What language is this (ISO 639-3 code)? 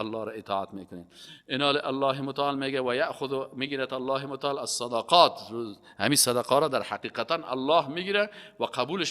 fas